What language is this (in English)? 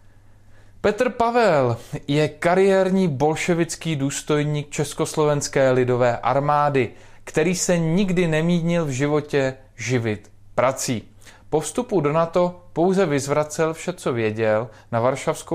Czech